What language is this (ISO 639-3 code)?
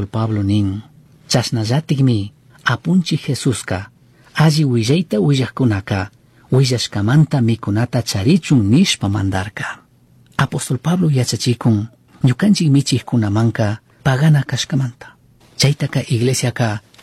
qug